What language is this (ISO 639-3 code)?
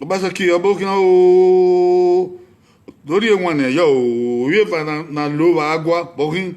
bin